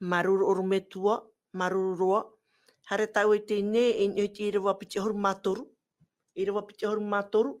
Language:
Tahitian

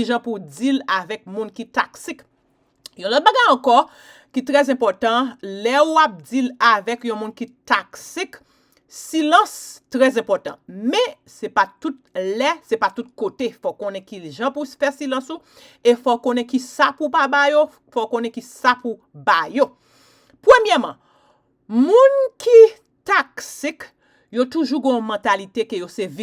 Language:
Haitian Creole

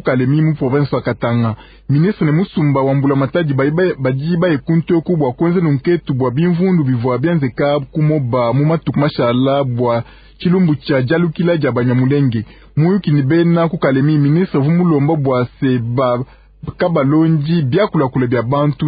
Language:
Luba-Lulua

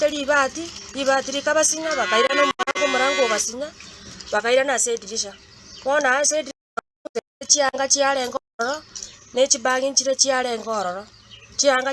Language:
Gusii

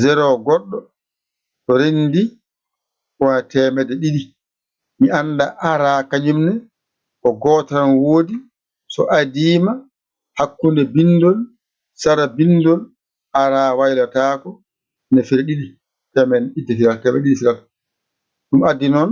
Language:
Fula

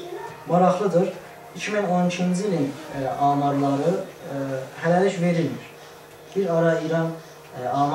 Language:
South Azerbaijani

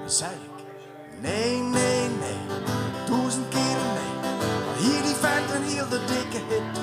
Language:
Western Frisian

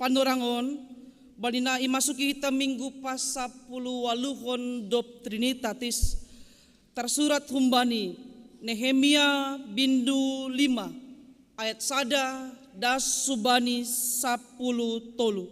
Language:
Batak Simalungun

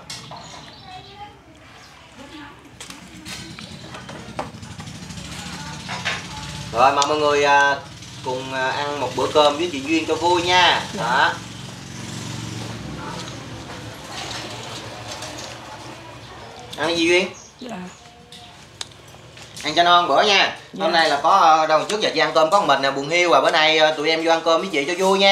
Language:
Vietnamese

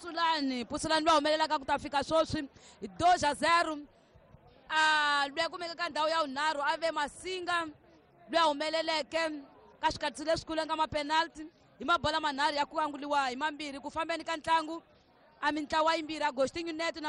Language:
Tsonga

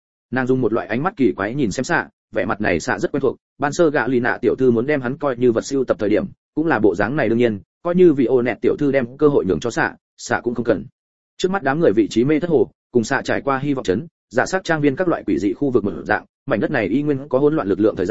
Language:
Vietnamese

